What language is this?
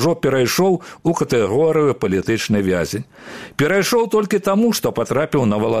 Belarusian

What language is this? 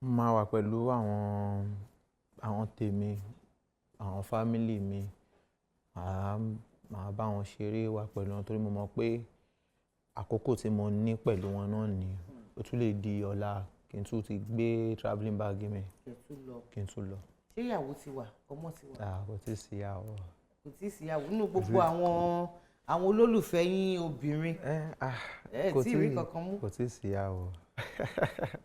Yoruba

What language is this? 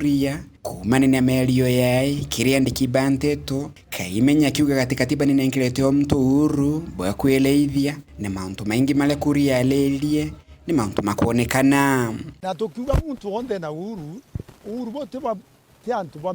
Meru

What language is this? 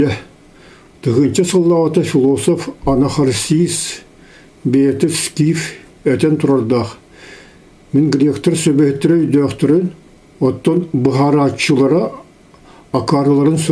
Yakut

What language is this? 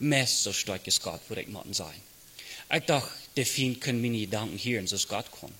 Plautdietsch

